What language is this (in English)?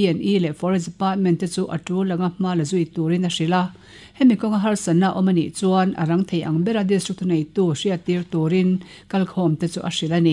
Mizo